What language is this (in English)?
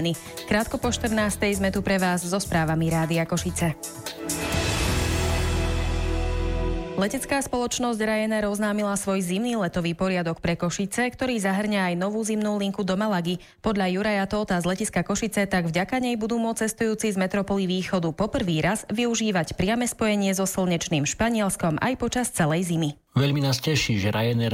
Slovak